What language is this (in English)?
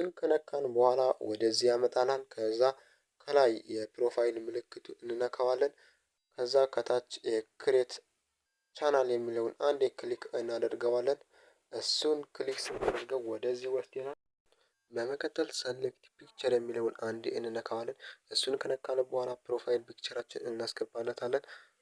Amharic